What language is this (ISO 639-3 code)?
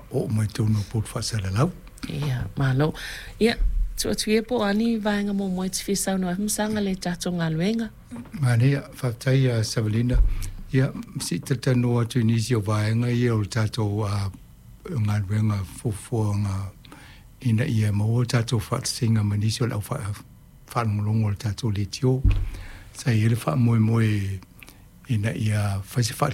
smo